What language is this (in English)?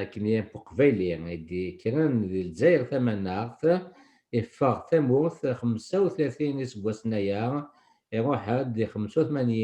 Kabyle